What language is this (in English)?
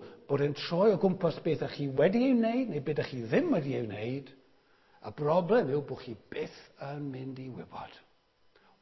Welsh